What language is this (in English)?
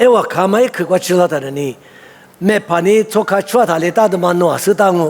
Lisu